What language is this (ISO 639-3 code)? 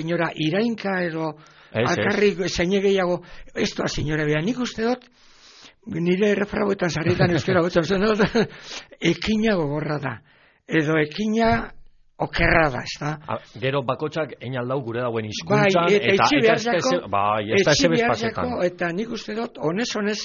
eus